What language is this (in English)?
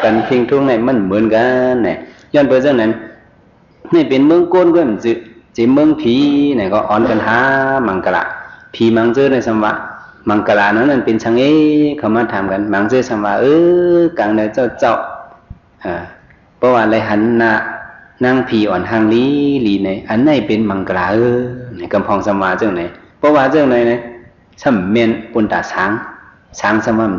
Shan